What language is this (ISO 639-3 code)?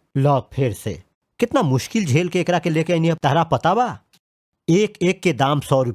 bho